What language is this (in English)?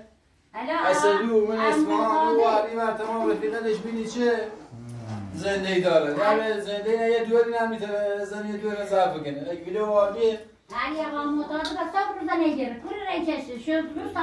Persian